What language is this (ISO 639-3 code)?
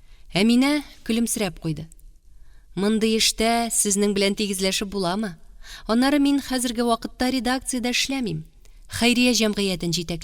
tat